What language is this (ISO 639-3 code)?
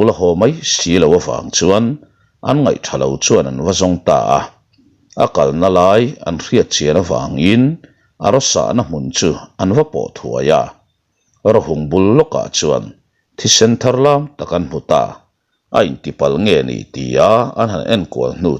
lus